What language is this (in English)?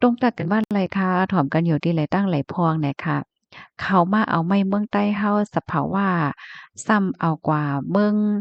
Shan